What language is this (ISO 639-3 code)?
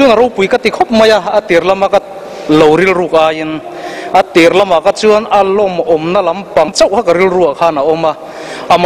lus